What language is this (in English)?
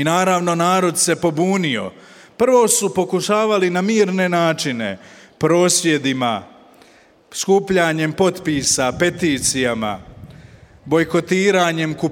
Croatian